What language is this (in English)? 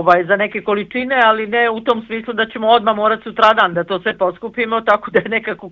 Bosnian